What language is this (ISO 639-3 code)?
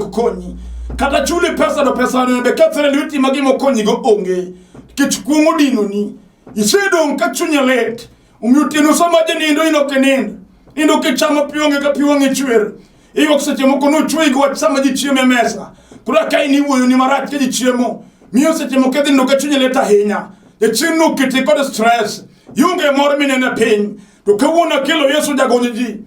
luo